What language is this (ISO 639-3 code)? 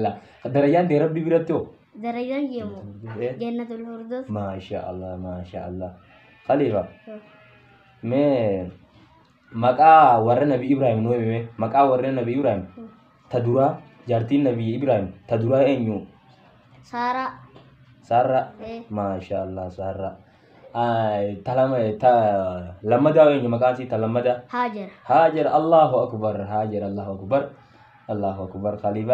orm